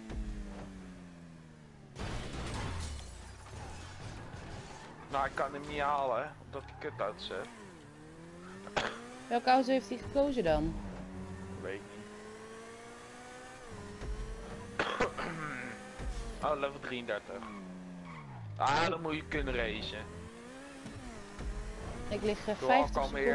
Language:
Dutch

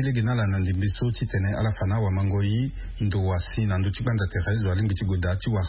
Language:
Sango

